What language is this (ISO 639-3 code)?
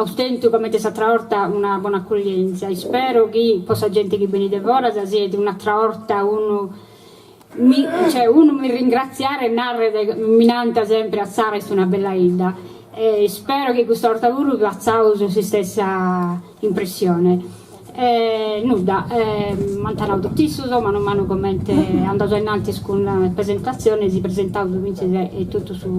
srd